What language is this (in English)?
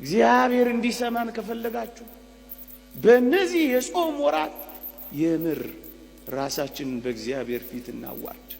Amharic